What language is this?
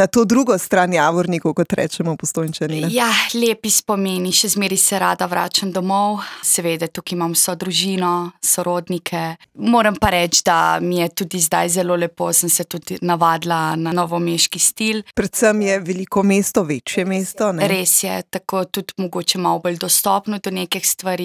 Slovenian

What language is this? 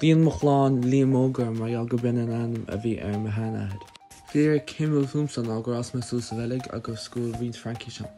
Irish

